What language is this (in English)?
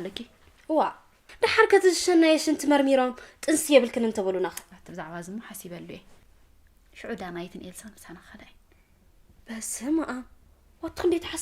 Tigrinya